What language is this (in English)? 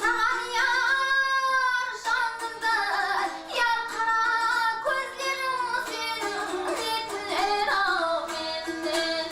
Kara-Kalpak